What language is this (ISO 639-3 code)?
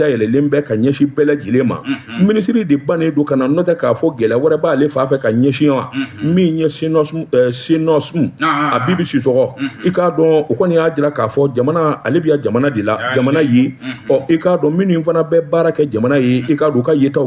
bam